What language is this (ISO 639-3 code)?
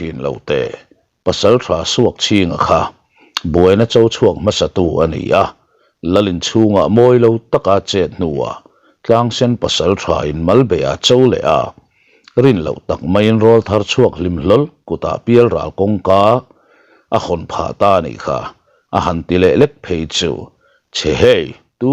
lus